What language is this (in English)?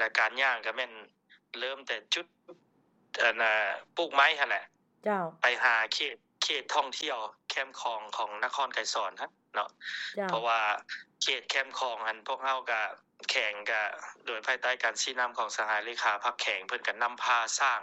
Lao